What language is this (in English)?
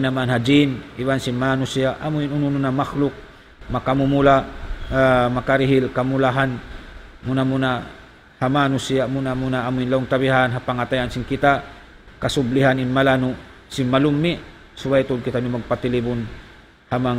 Tausug